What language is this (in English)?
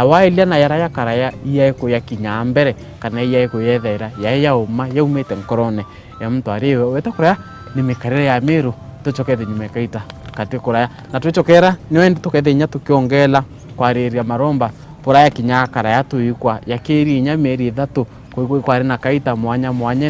Meru